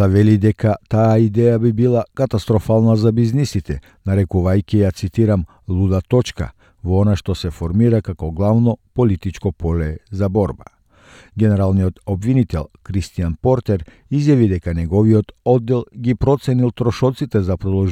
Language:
Macedonian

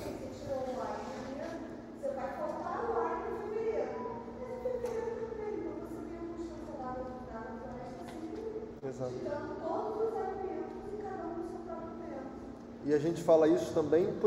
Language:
Portuguese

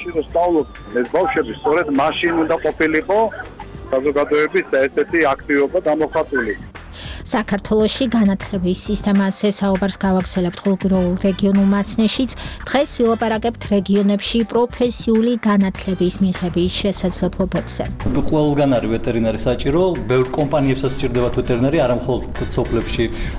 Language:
Georgian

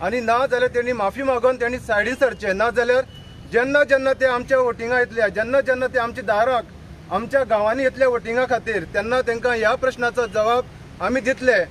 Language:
Konkani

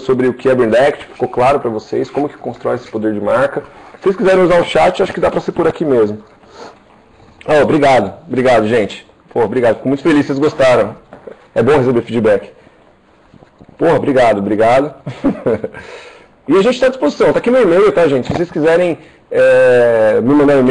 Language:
Portuguese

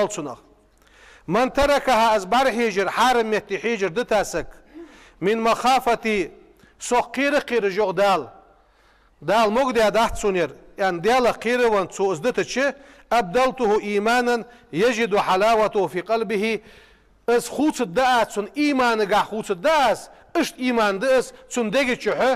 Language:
Ingush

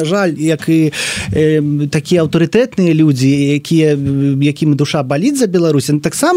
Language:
Belarusian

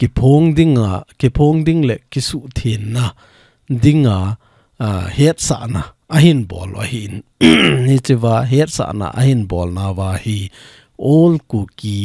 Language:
Thado Chin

